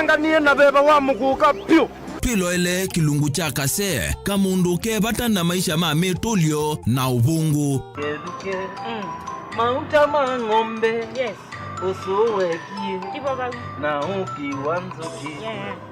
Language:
Kamba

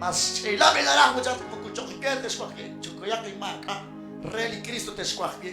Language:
Kekchí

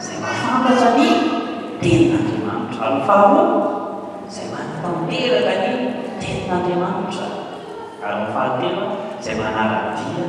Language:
Malagasy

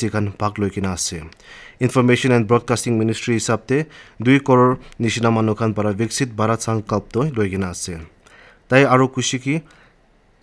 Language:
Naga Pidgin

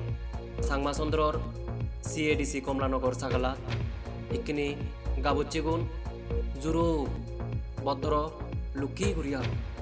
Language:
Chakma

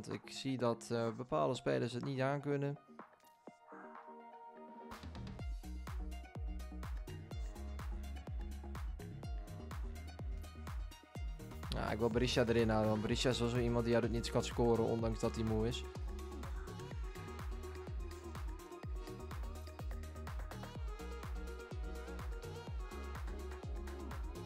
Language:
Dutch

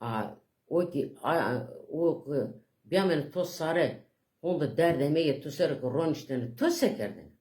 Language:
Zaza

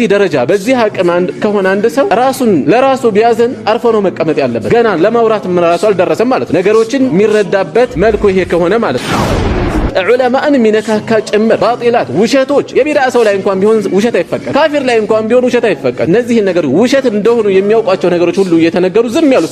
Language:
Amharic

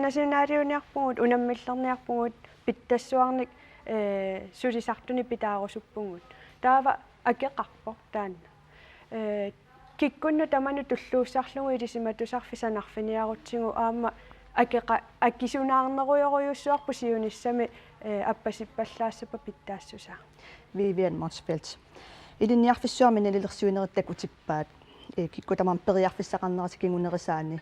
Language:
Kalaallisut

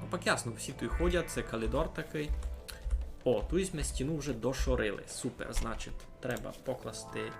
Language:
Rusyn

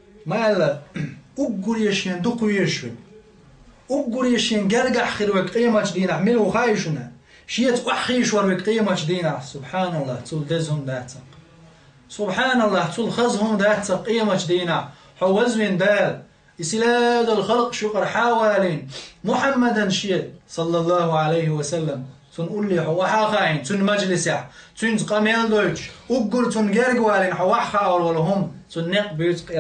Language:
Chechen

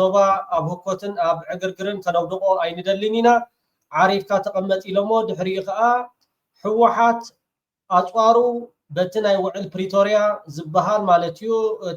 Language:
Tigrinya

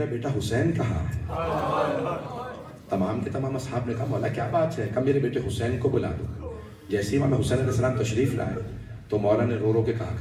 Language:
Urdu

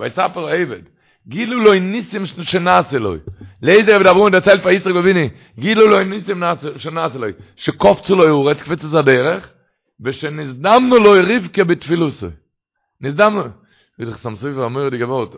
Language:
Yiddish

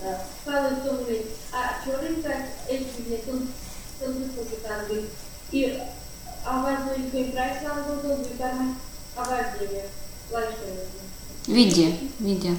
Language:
Erzya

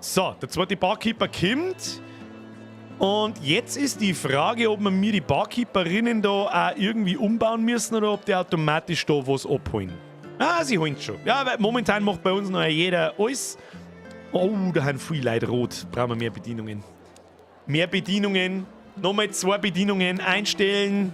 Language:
Bavarian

